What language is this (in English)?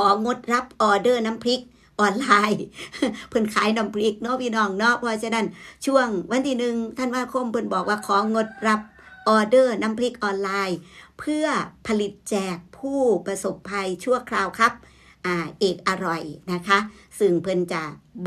Northeastern Thai